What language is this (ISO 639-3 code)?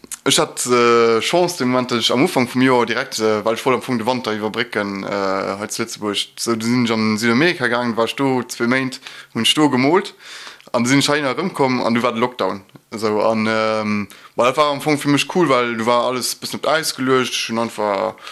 ltz